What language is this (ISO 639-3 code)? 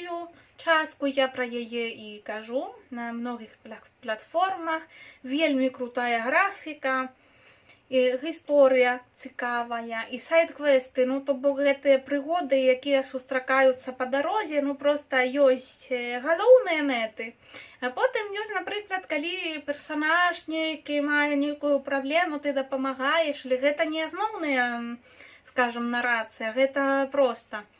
bel